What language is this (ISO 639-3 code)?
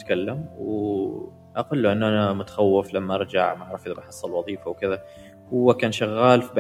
afb